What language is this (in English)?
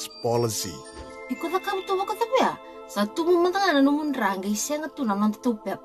Fijian